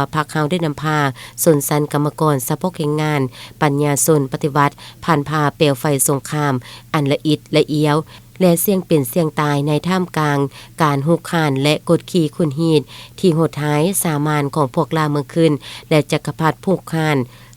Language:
Lao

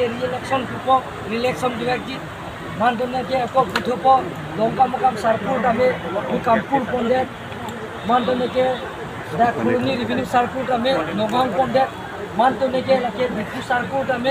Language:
Karbi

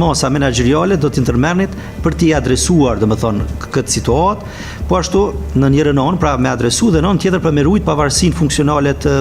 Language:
Albanian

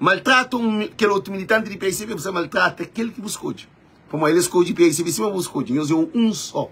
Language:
Kabuverdianu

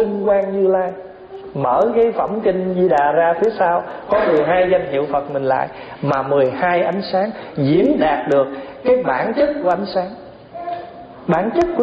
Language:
Vietnamese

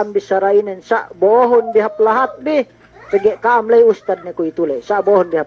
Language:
Yakan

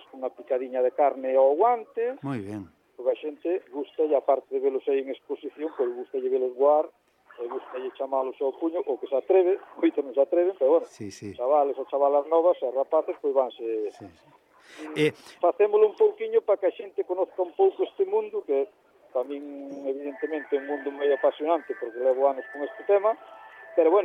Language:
Galician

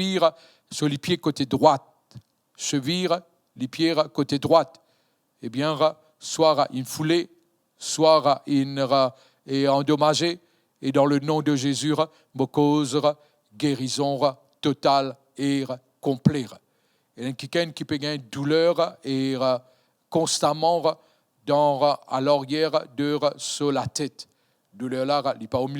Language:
Morisyen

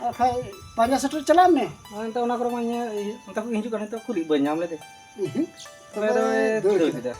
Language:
Santali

